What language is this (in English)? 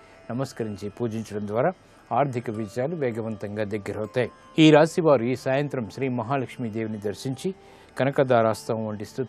Telugu